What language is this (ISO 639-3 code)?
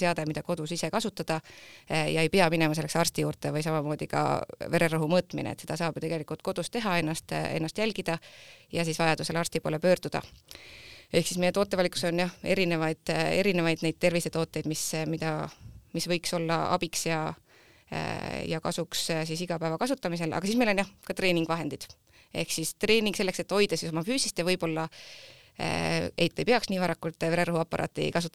est